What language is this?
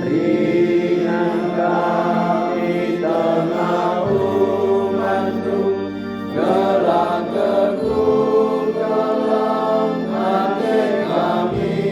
Batak Karo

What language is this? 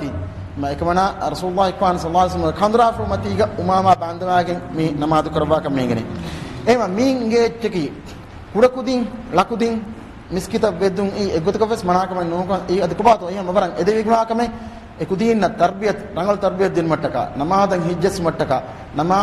Divehi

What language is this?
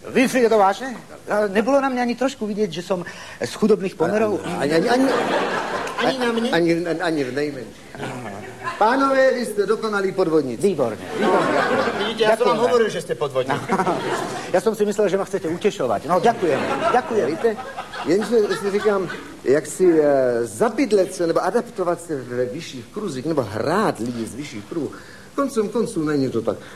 Slovak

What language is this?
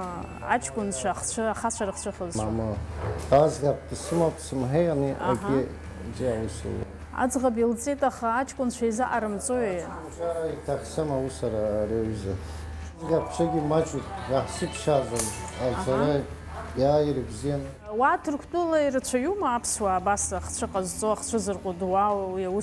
Abkhazian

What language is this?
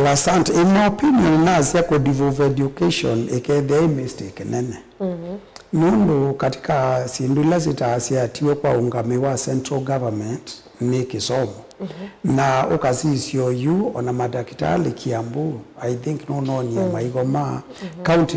Kamba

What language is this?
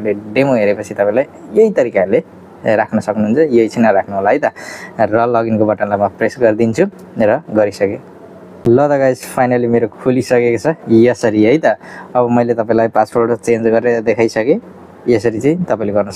Nepali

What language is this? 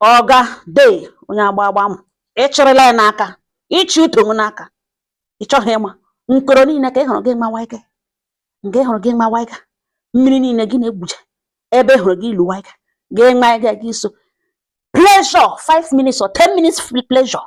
Igbo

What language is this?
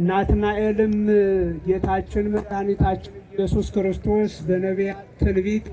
Amharic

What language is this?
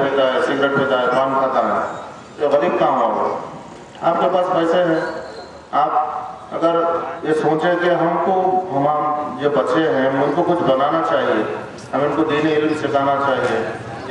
Urdu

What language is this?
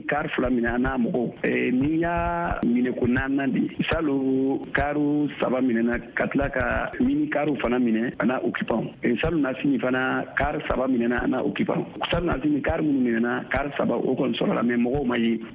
Bambara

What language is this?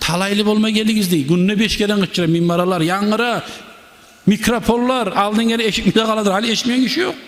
Kumyk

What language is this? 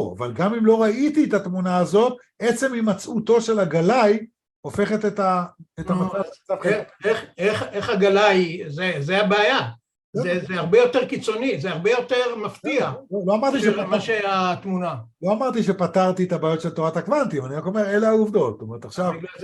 Hebrew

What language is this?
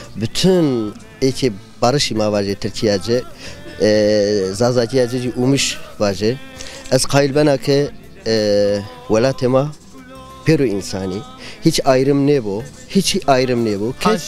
Zaza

